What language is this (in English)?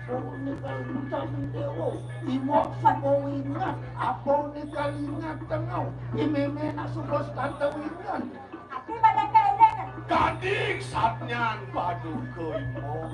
Balinese